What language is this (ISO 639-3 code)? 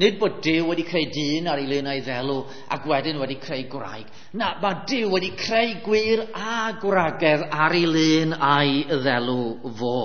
cym